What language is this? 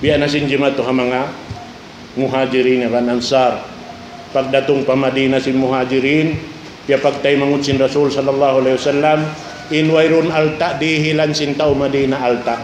Tausug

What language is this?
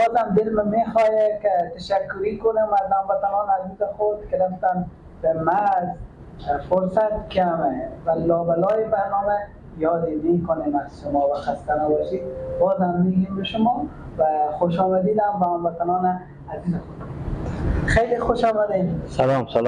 Persian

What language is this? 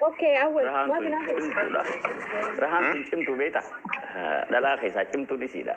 Oromo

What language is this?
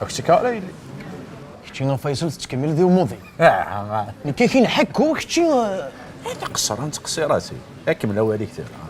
Kabyle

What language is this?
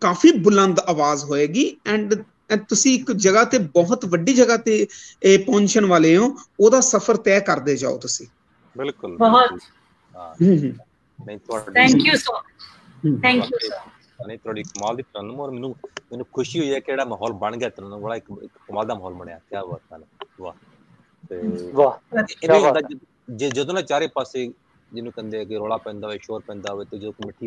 Punjabi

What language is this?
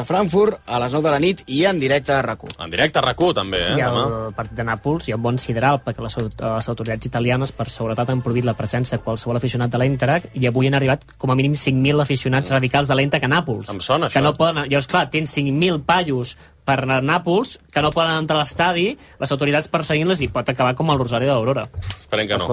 Catalan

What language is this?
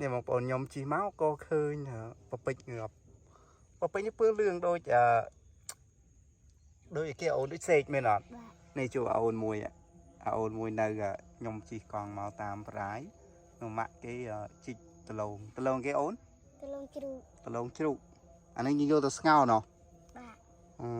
Khmer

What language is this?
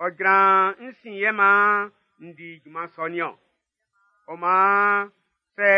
Baoulé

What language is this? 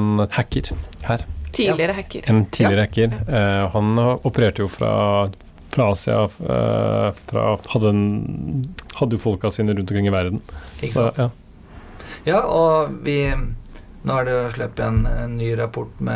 Norwegian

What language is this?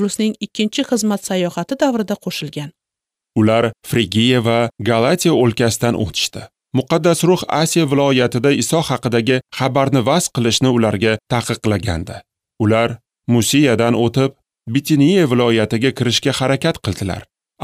Uzbek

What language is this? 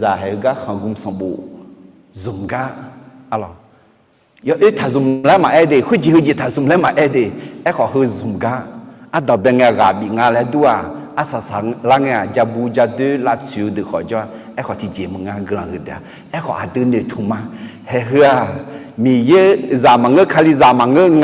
Akha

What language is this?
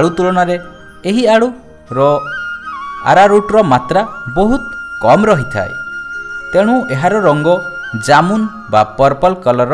Odia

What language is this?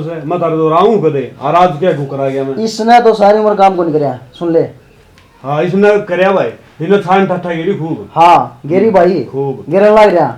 Haryanvi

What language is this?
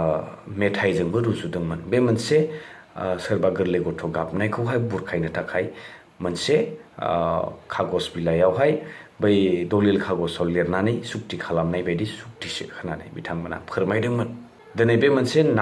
Bodo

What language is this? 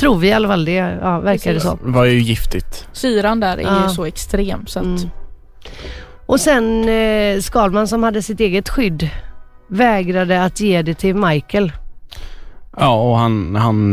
Swedish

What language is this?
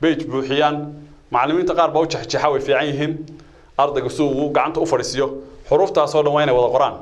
Somali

